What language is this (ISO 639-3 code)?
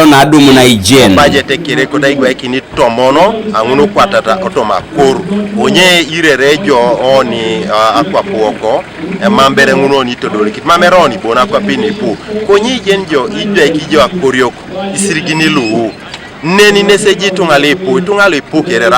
teo